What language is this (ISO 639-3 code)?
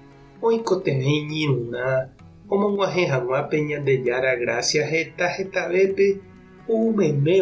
grn